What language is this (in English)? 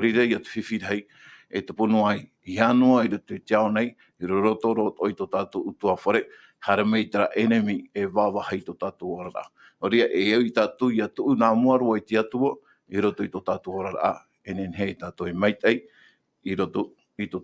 Tahitian